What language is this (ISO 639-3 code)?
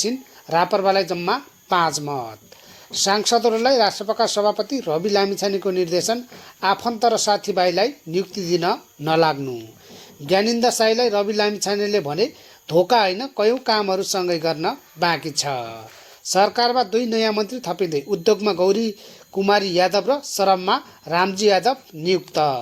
nep